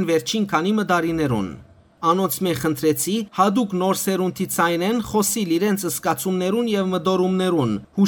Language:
Western Armenian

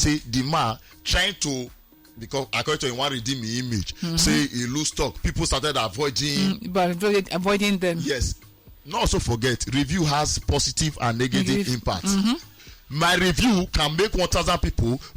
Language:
Nigerian Pidgin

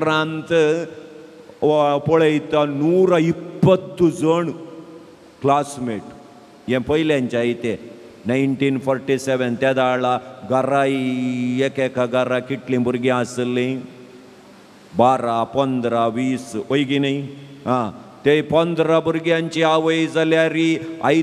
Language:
Konkani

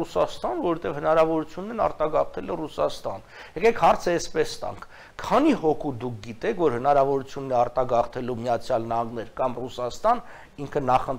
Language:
Armenian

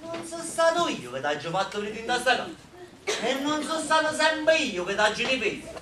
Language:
Neapolitan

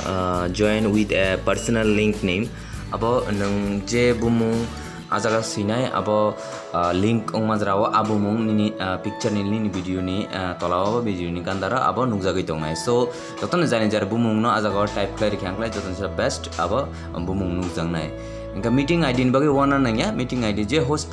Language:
Kok Borok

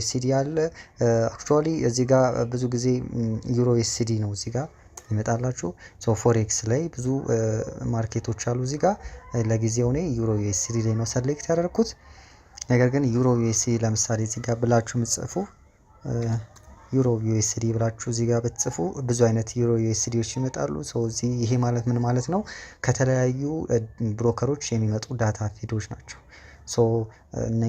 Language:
Amharic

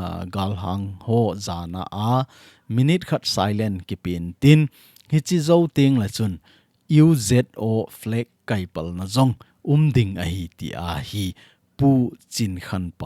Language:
Thado Chin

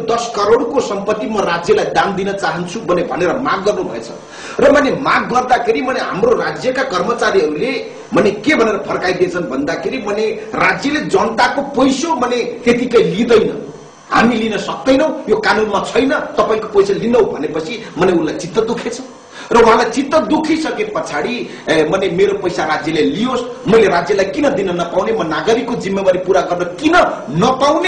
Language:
Nepali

